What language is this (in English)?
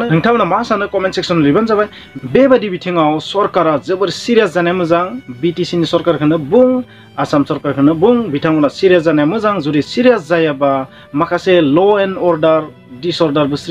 Bodo